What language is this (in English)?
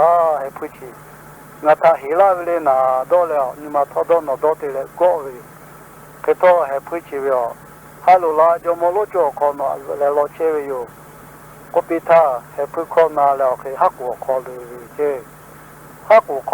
Lahu